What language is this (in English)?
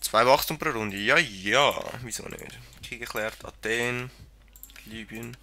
Swiss German